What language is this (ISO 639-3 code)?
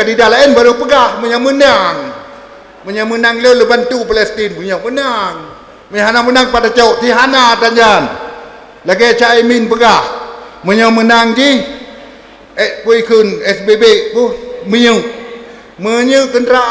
ace